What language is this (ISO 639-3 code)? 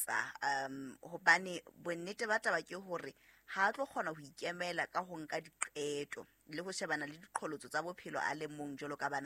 sot